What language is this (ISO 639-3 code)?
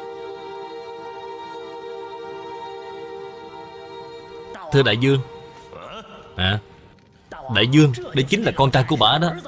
vie